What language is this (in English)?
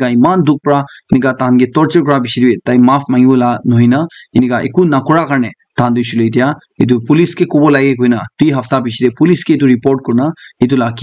Naga Pidgin